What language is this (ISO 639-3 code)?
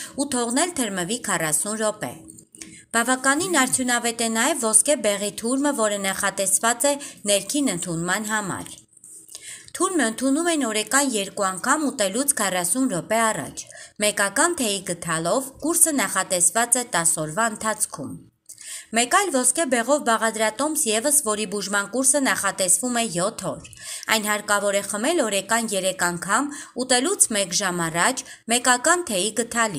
hye